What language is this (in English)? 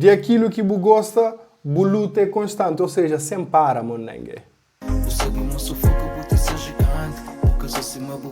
Kabuverdianu